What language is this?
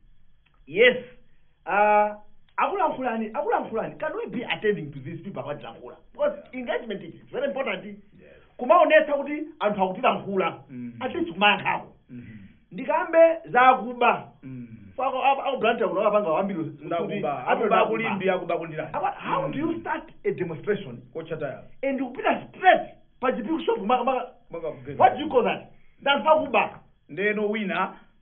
Nyanja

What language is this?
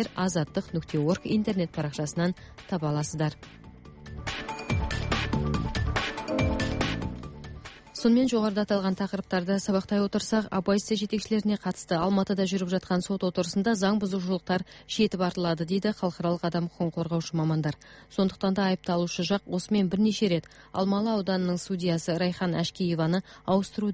Kazakh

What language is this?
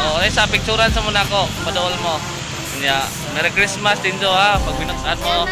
Cebuano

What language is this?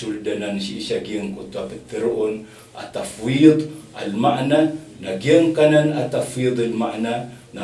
Maranao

